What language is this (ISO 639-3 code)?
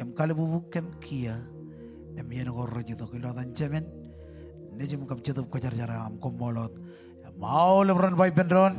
mah